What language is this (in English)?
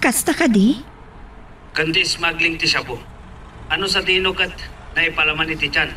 Iloko